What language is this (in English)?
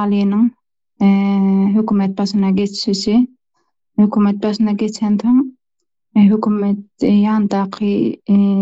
Turkmen